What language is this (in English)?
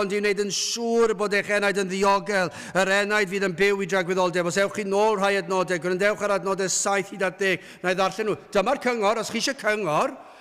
Welsh